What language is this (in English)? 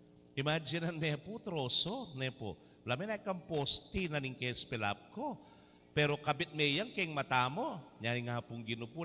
Pampanga